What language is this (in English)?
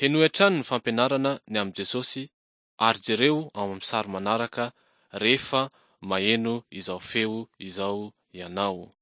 Malagasy